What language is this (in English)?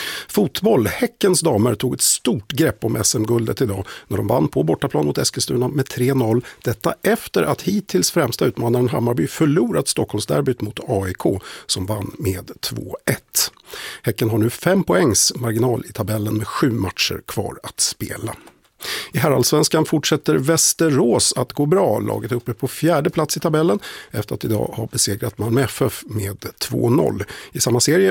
Swedish